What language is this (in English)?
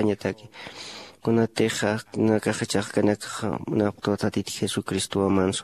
Aymara